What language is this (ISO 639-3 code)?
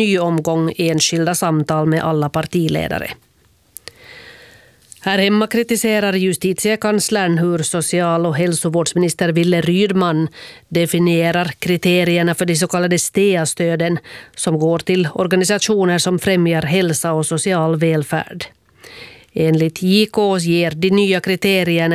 swe